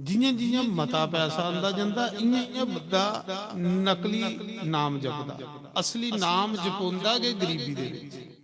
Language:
Dogri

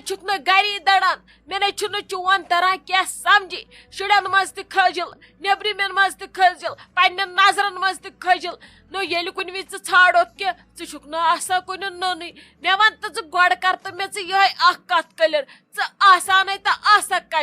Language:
Kashmiri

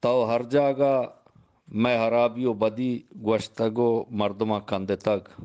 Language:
Eastern Balochi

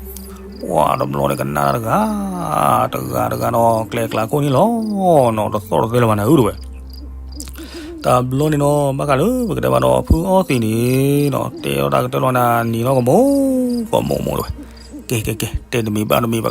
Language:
S'gaw Karen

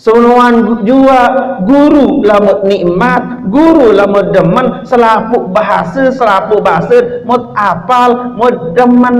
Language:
Sasak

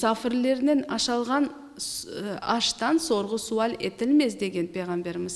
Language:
Crimean Tatar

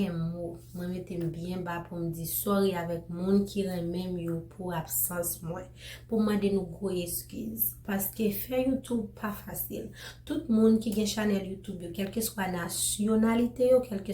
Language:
Haitian Creole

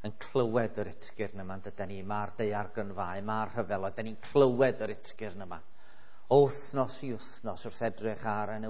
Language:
Welsh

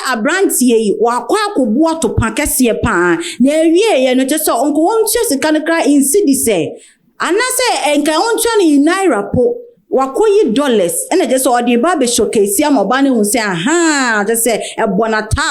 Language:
Akan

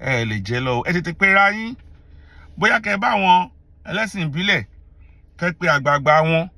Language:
Yoruba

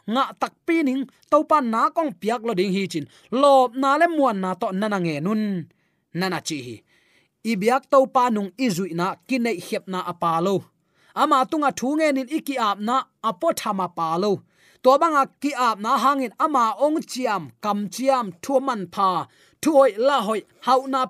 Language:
Tedim Chin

